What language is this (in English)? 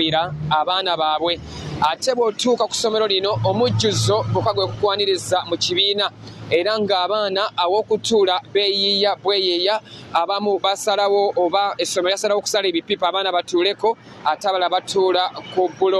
Ganda